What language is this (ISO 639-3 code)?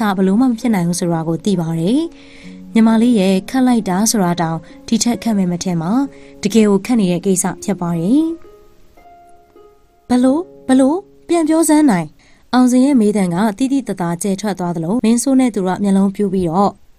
mya